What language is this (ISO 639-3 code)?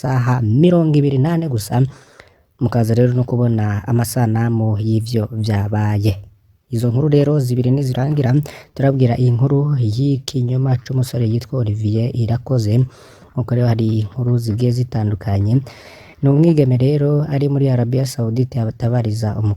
run